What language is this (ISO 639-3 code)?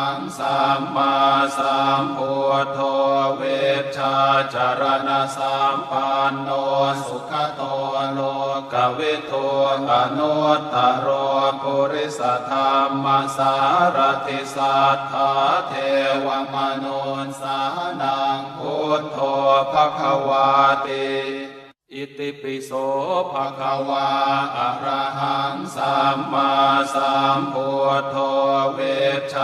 pli